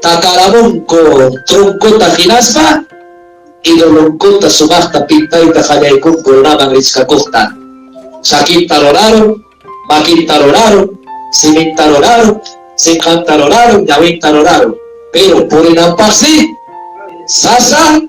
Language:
Ayacucho Quechua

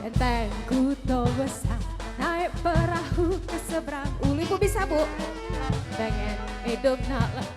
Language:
Musi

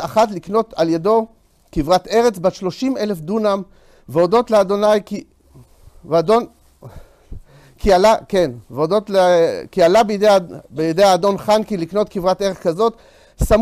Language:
Hebrew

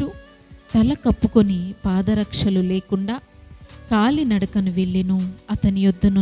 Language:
Koya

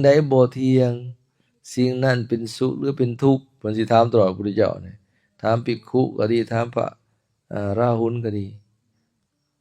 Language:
Lao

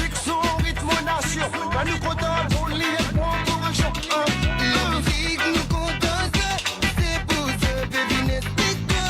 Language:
Morisyen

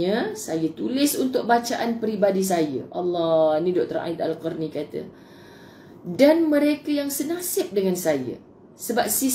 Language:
Malay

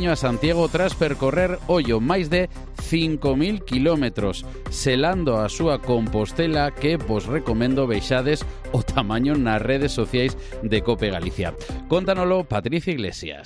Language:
Galician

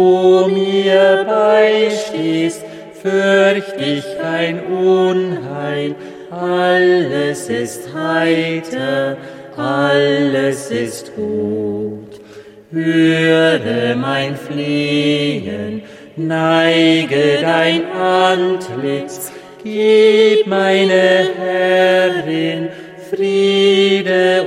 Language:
German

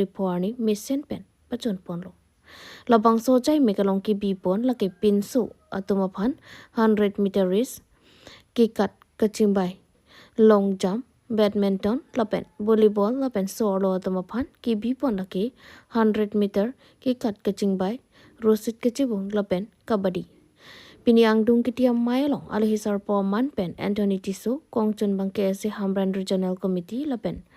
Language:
Karbi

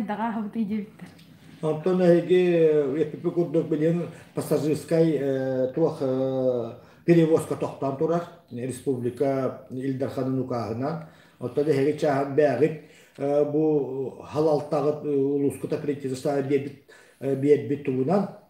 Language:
Yakut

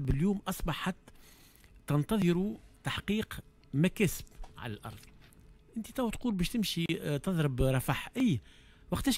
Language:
Tunisian Arabic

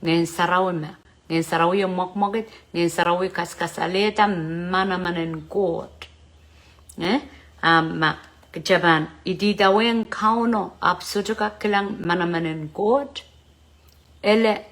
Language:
Pohnpeian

